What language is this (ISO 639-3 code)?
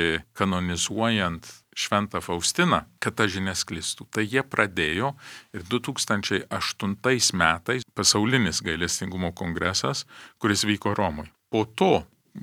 lit